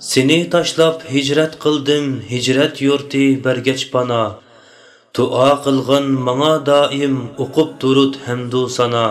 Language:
Uyghur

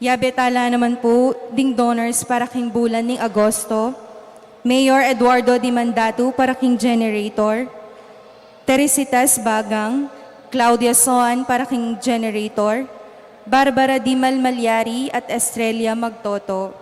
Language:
Pampanga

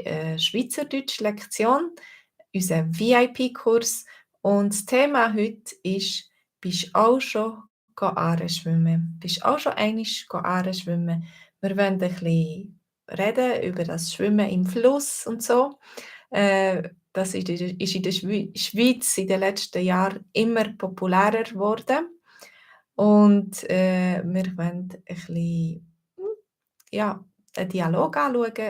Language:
Swiss German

